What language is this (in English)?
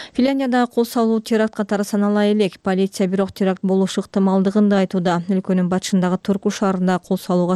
Kyrgyz